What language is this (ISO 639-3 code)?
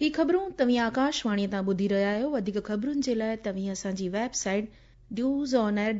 snd